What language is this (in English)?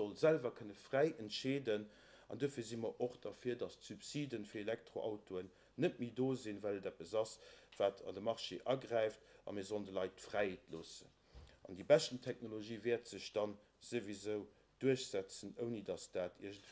Luxembourgish